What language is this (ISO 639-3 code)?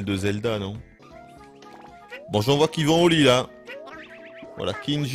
fra